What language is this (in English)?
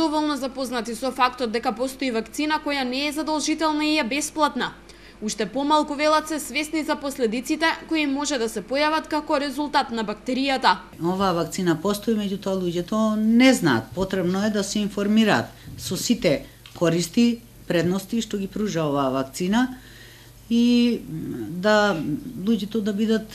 Macedonian